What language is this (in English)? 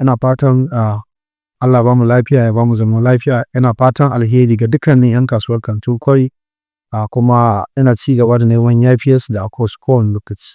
Hausa